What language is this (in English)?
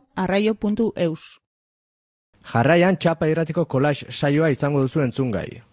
Basque